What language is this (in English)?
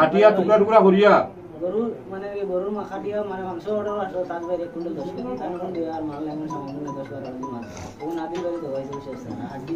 Sylheti